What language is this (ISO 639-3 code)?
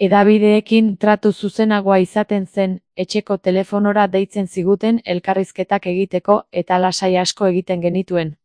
eus